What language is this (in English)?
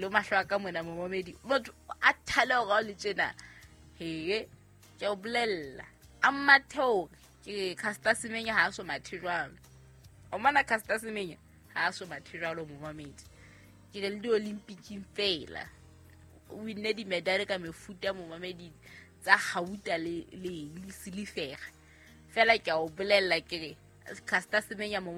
Southern Sotho